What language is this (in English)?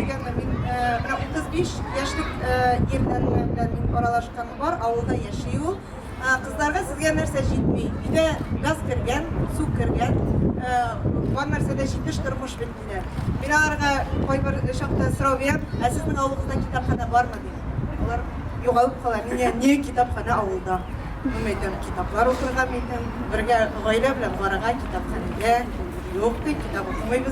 Tatar